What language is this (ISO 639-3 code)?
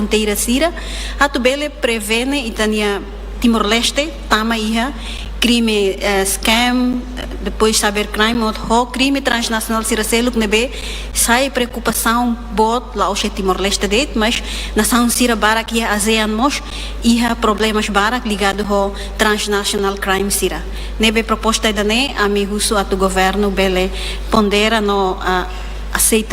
tet